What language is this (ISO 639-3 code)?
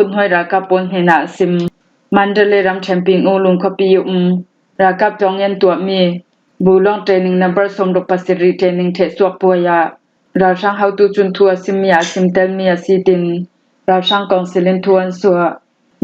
cfm